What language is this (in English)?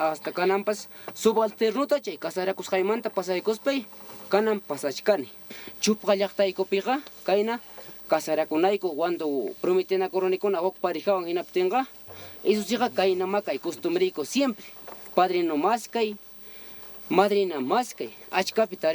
Ayacucho Quechua